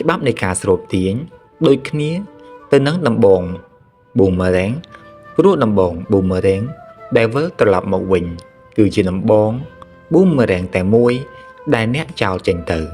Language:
Khmer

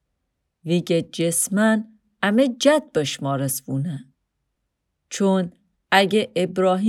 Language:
Mazanderani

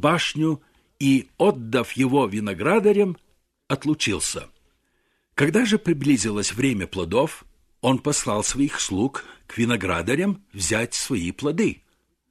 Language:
Russian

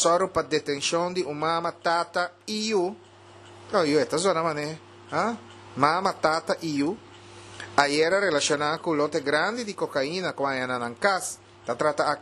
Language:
Papiamento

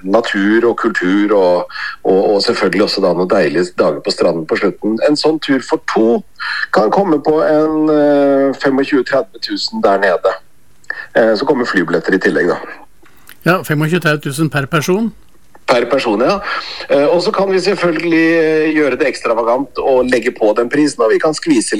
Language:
Norwegian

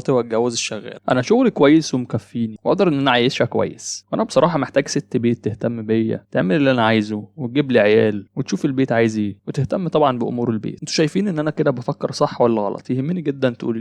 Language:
Egyptian Arabic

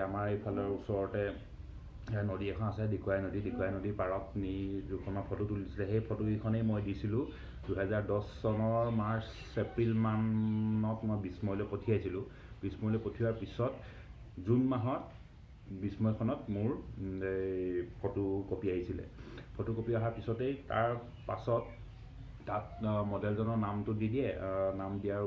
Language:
Assamese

